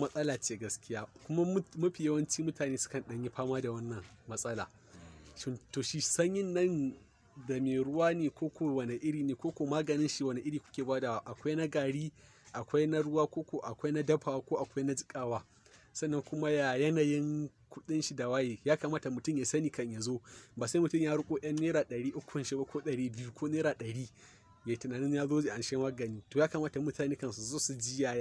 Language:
Hausa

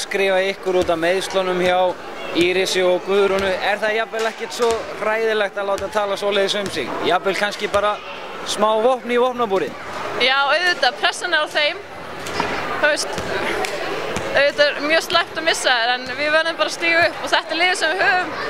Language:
Icelandic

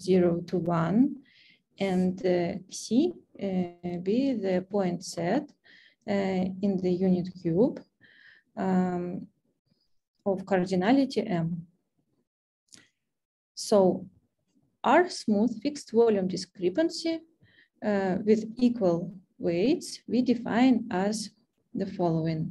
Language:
English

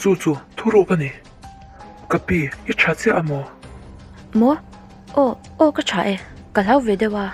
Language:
Mizo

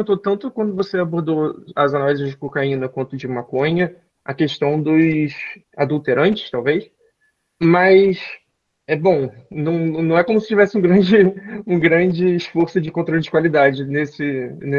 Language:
Portuguese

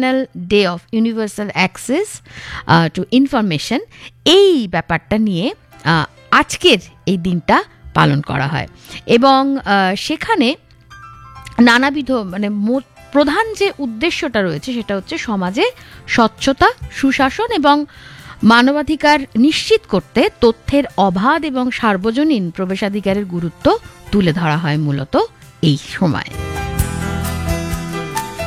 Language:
Bangla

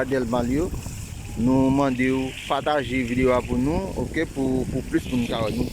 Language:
Haitian Creole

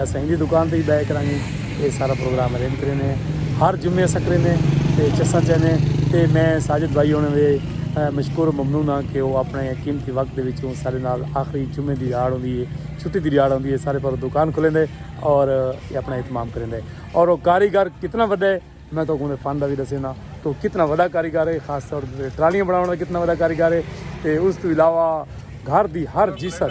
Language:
Saraiki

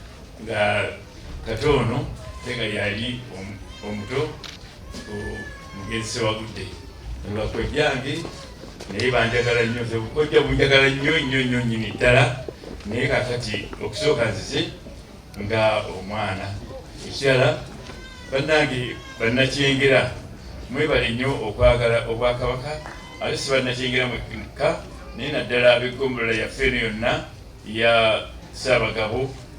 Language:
Ganda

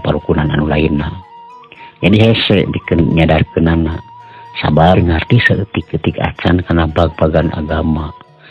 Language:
Sundanese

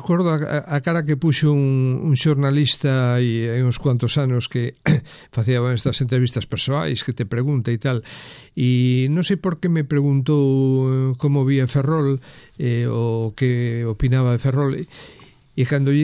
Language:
Galician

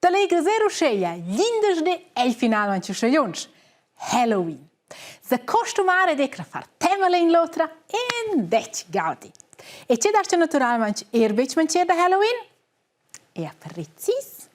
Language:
Romansh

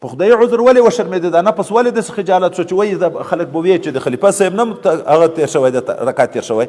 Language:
Pashto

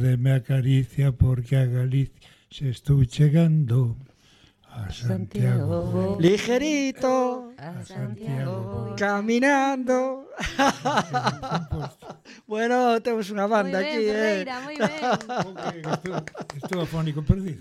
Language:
Galician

